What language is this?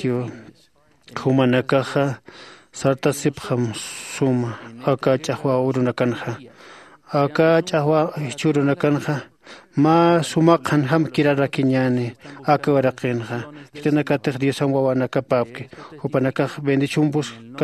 Aymara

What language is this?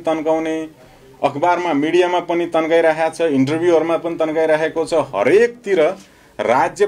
Nepali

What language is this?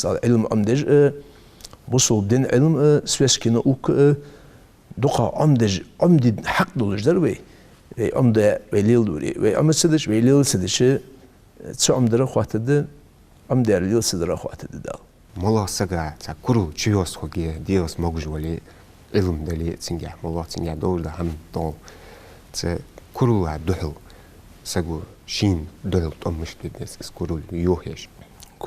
Ingush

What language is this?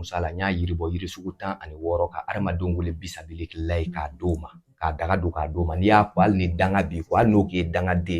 Bambara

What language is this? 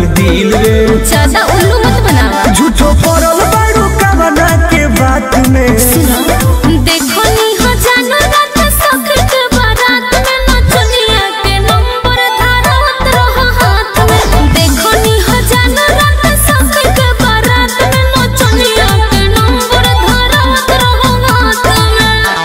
Bhojpuri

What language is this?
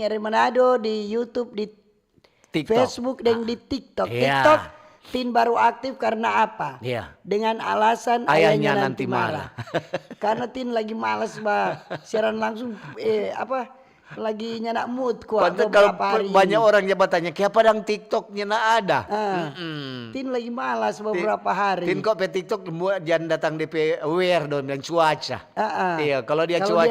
Manado Malay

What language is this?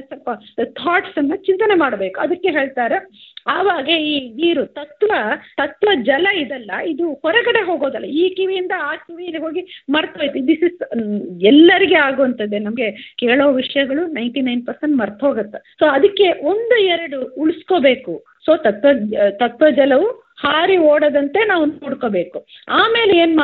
Kannada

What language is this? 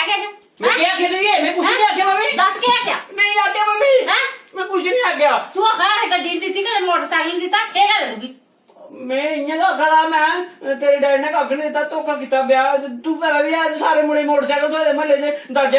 Dogri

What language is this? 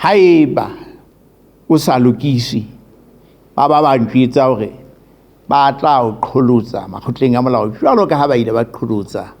Southern Sotho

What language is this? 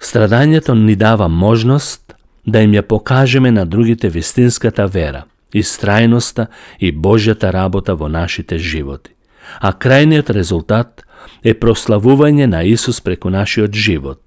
Macedonian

